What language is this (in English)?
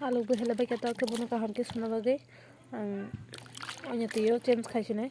Kok Borok